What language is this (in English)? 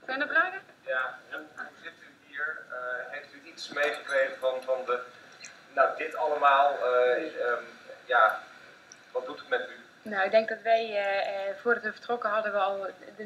Dutch